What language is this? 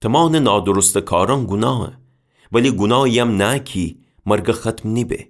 Gilaki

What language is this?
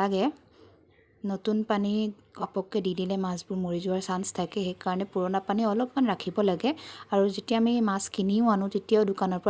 Assamese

